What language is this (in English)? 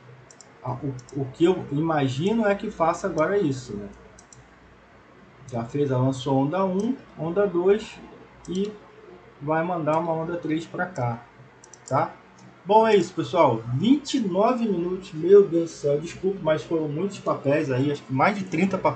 Portuguese